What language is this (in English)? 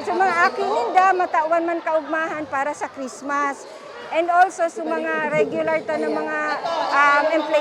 Bikol